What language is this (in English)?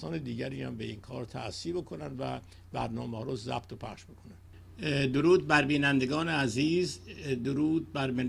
Persian